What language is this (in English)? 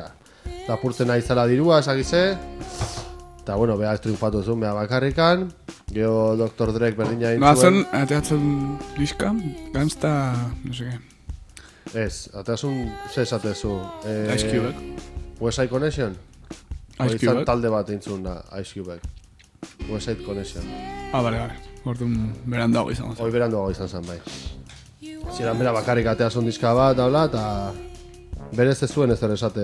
Basque